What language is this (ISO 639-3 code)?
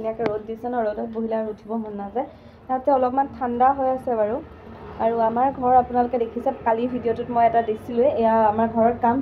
asm